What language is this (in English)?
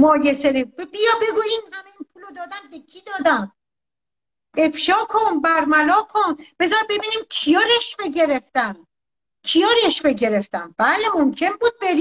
Persian